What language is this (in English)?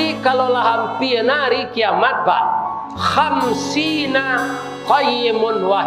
Minangkabau